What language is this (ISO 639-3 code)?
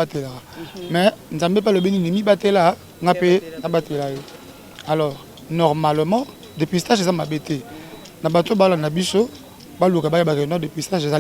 lin